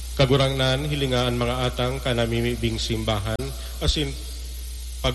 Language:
Bikol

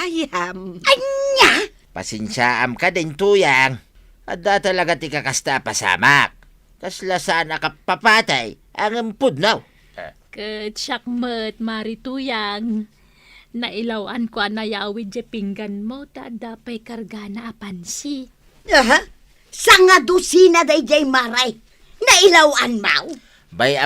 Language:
Iloko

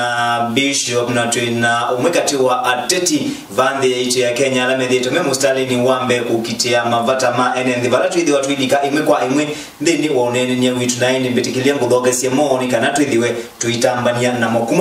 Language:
Kamba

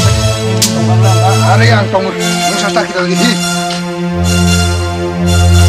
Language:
Turkic languages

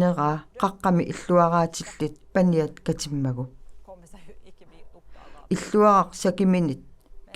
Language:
Kalaallisut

